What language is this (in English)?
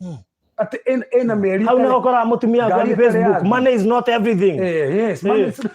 Kikuyu